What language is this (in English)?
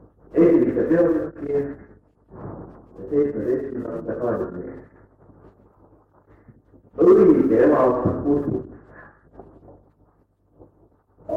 Estonian